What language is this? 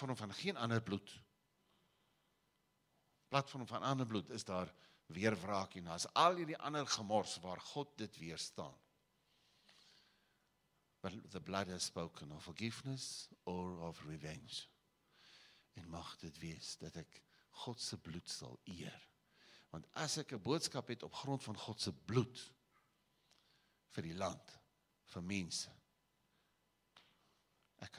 Afrikaans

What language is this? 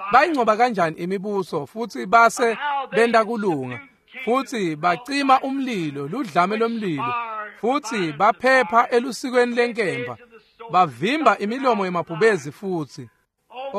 Swati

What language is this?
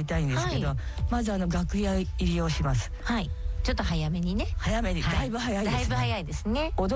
Japanese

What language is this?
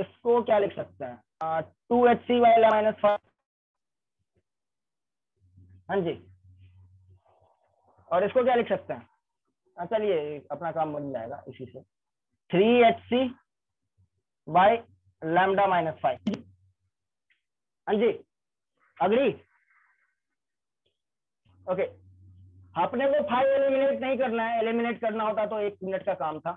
Hindi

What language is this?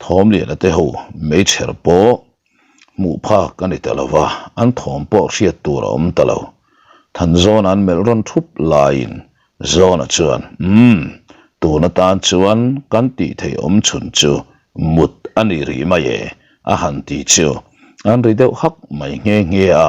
Mizo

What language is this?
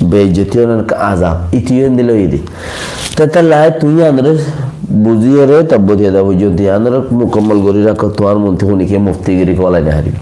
Rohingya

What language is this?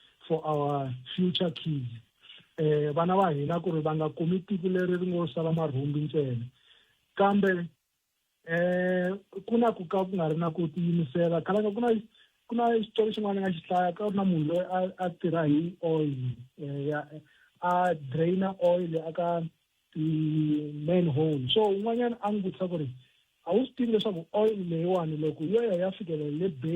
Tsonga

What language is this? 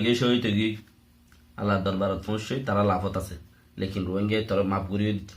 Rohingya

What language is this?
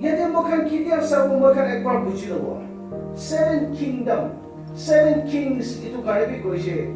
Naga Pidgin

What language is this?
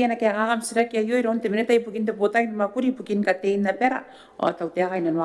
Gilbertese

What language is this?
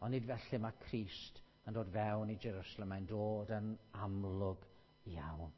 Welsh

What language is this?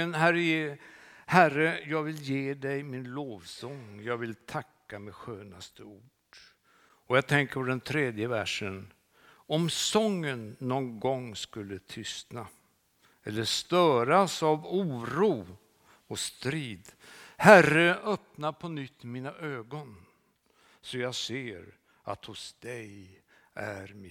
Swedish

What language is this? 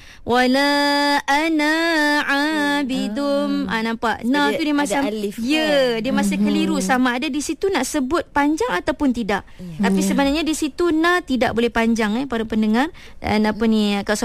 Malay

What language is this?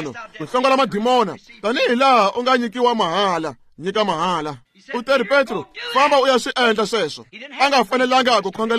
Tsonga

